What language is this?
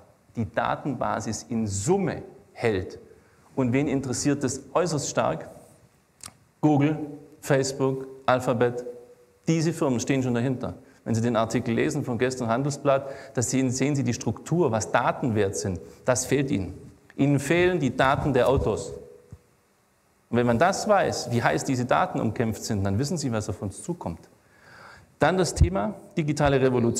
German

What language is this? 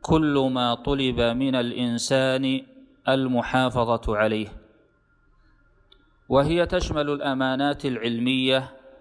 Arabic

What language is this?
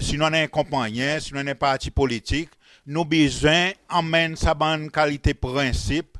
Seselwa Creole French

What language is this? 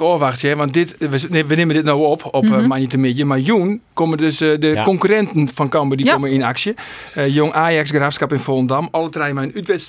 Western Frisian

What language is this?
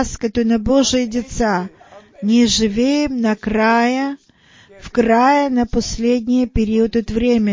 Bulgarian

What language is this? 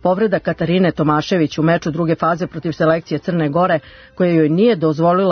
Serbian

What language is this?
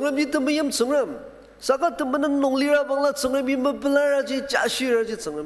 Ao Naga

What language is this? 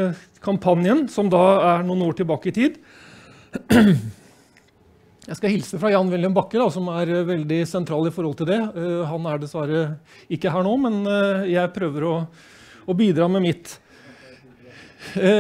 Norwegian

